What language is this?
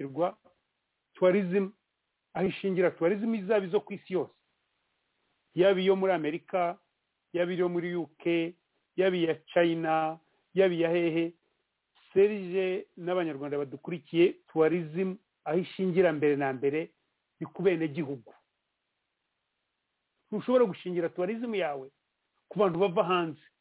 Kinyarwanda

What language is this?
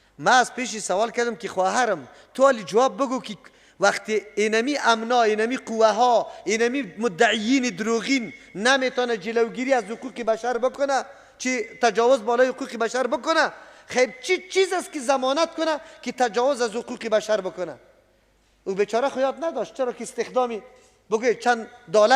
Persian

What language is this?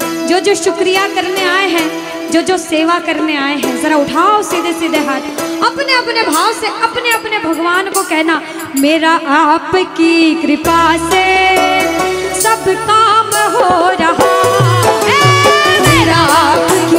Hindi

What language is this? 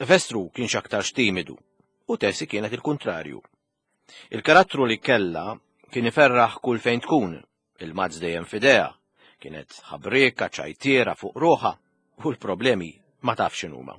Maltese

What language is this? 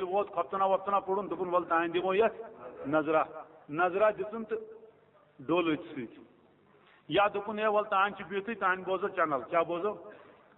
Kashmiri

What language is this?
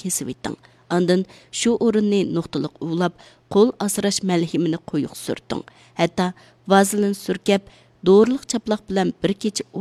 Uyghur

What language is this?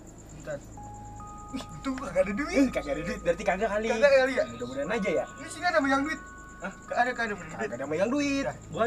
Betawi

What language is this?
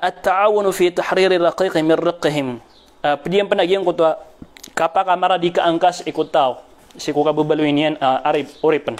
Maranao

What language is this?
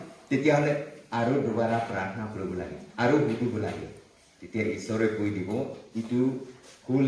Naga Pidgin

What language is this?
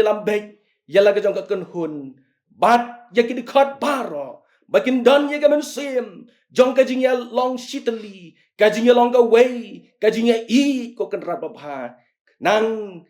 Khasi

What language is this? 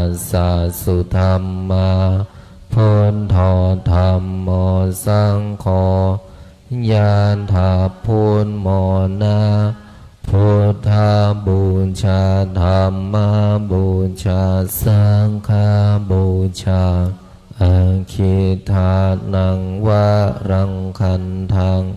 Pali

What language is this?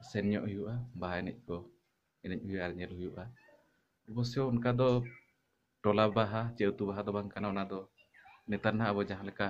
Santali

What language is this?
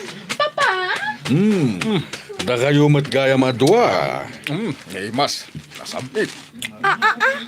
Iloko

